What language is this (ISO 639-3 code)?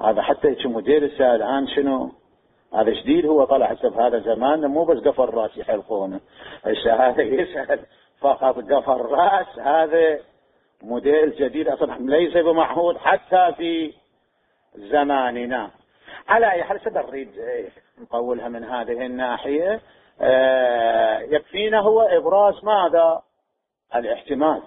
acm